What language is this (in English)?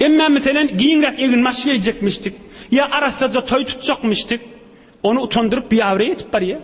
Turkmen